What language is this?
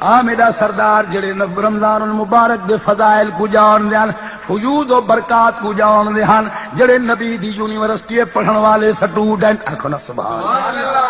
Saraiki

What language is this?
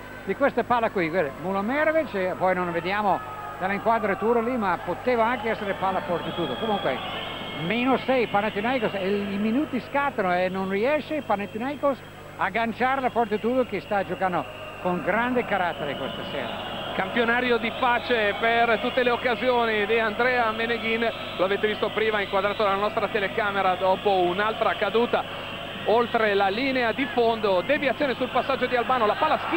Italian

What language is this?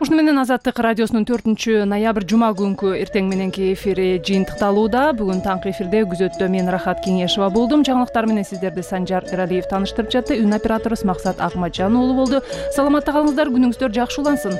Kyrgyz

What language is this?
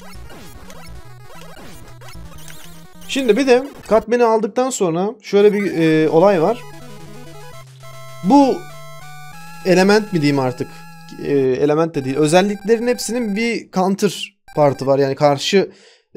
Turkish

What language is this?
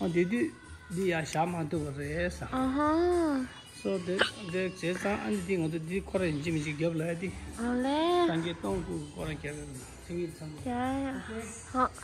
Tibetan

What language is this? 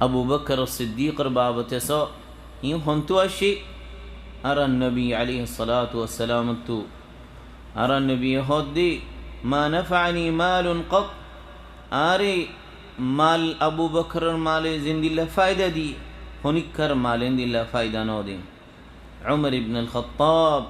Rohingya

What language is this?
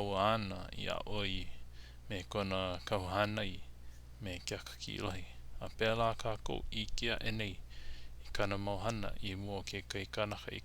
Hawaiian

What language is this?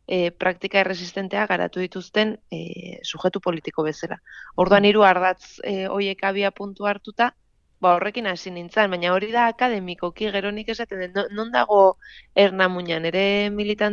Basque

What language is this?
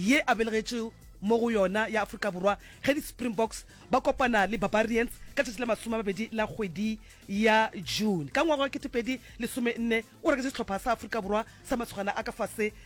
Northern Sotho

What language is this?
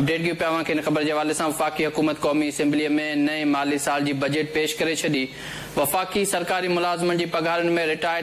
Sindhi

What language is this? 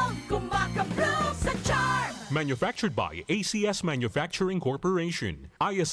Bikol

